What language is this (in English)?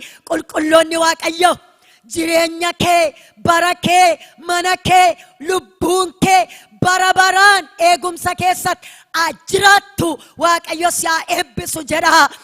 Oromo